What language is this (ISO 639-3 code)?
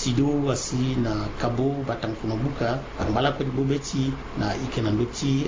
sag